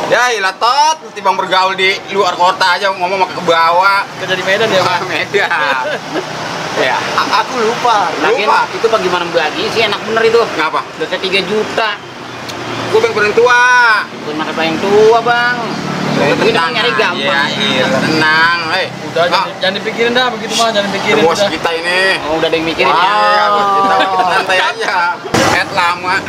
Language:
Betawi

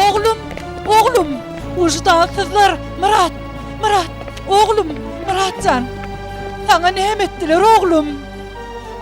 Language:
Turkmen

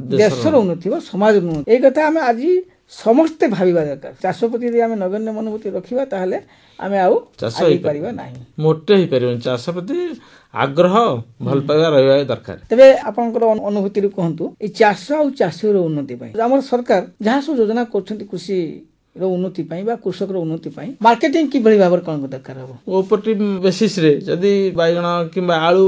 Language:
Odia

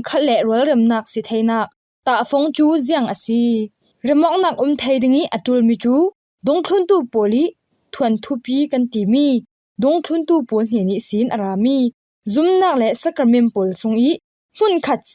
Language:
Falam Chin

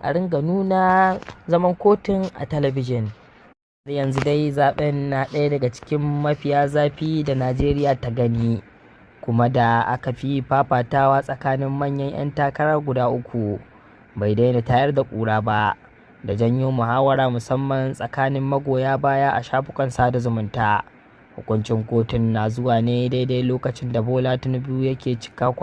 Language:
Hausa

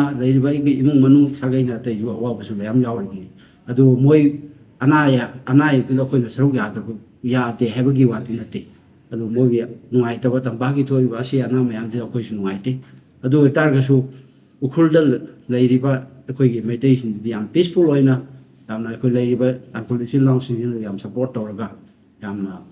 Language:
Tangkhul Naga (India)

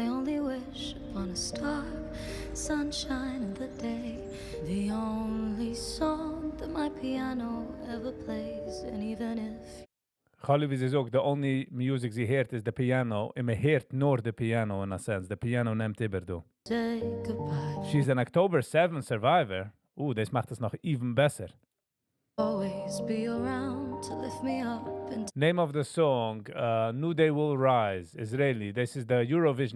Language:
Yiddish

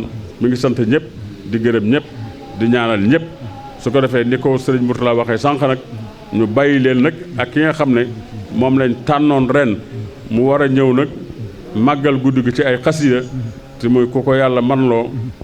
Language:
Wolof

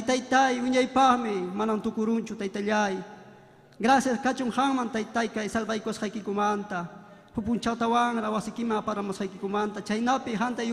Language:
Ayacucho Quechua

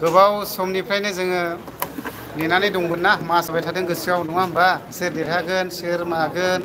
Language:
Bodo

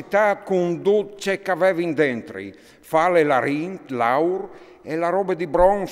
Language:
Friulian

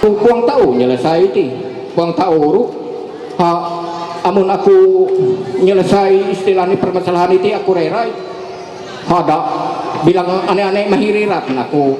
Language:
Ma'anyan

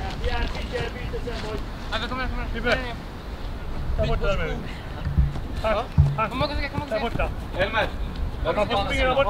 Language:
Swedish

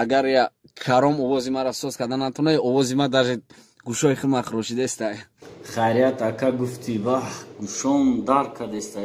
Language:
Tajik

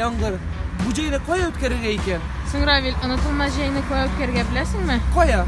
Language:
Tatar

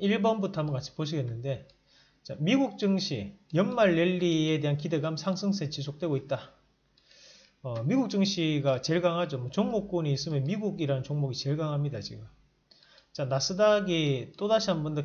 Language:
Korean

